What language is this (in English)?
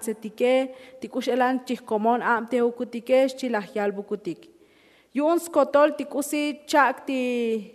Tzotzil